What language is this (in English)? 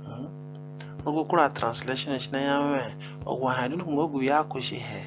Zande (individual language)